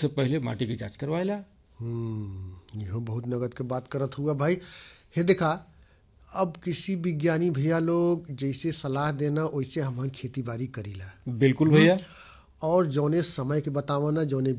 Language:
Bhojpuri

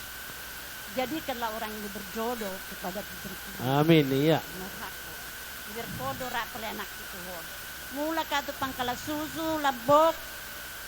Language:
Batak Toba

